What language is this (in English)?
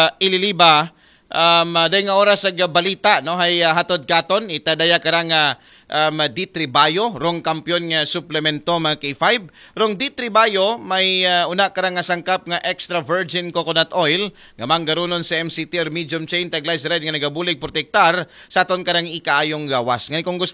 Aklanon